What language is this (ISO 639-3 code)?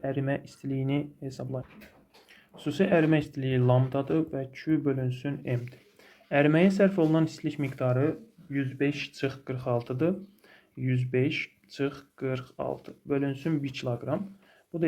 aze